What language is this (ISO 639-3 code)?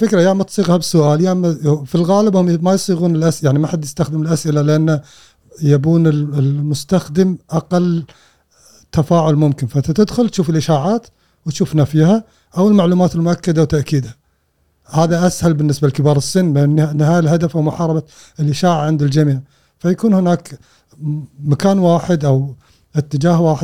afb